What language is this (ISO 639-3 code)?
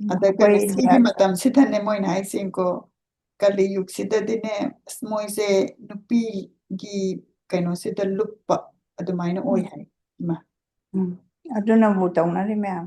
mni